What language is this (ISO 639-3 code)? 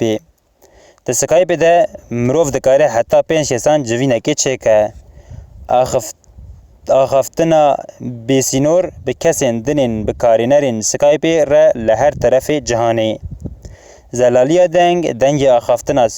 kur